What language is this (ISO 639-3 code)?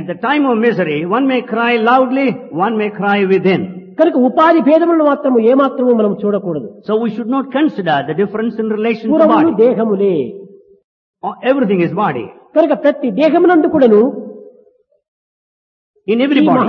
tel